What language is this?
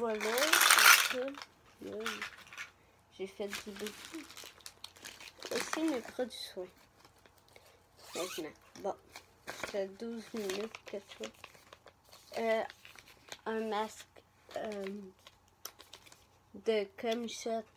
French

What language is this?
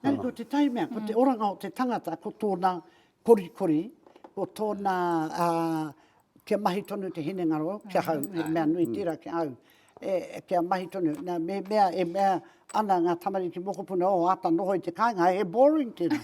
Māori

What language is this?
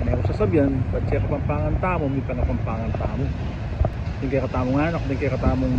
Pampanga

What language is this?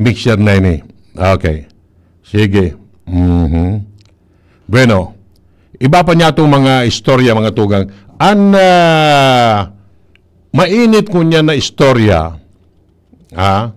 Bikol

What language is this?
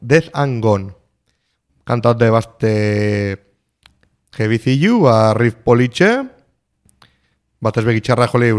Basque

